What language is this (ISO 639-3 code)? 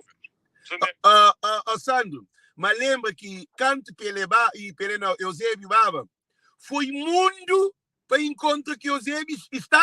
kea